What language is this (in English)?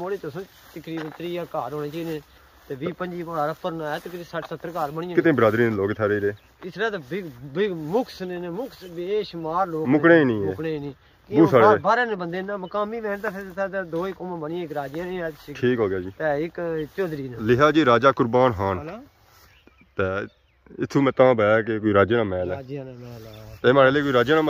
Pahari-Potwari